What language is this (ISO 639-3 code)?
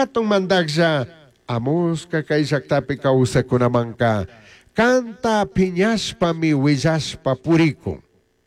qug